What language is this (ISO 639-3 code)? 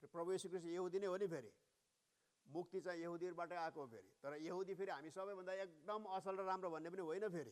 nep